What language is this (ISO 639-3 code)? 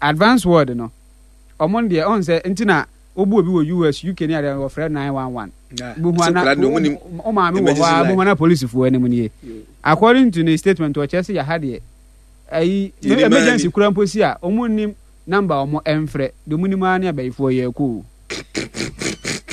aka